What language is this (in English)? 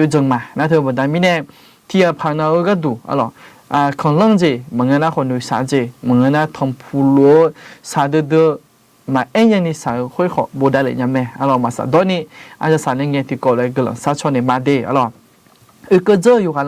Akha